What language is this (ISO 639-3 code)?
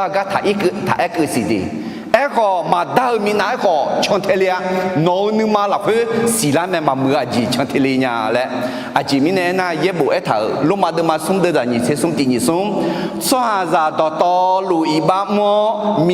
ahk